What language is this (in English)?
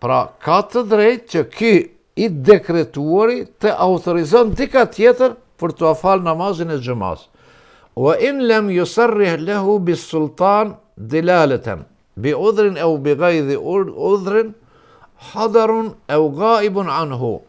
Albanian